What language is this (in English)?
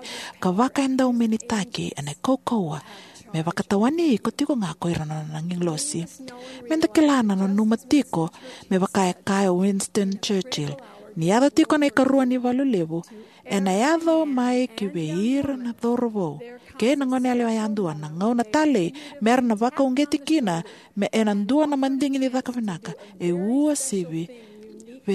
Fijian